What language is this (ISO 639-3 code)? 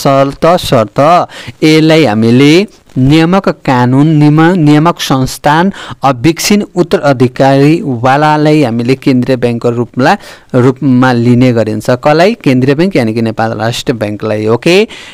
nep